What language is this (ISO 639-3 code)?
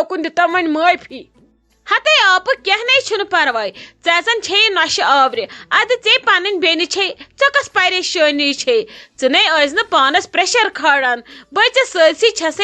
kas